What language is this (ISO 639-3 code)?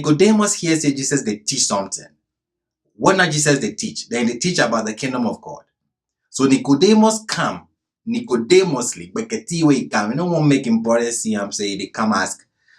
gpe